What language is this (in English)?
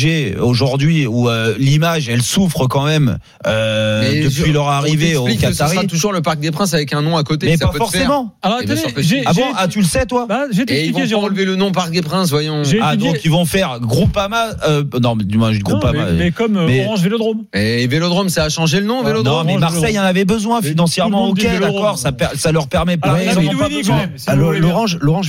French